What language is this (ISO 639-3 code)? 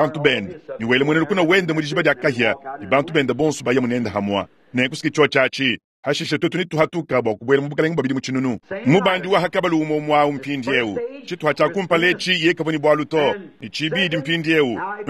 lua